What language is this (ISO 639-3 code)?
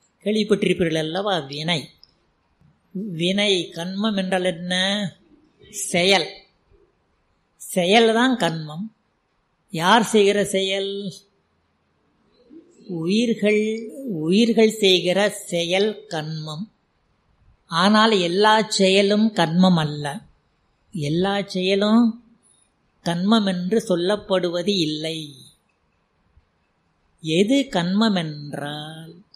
tam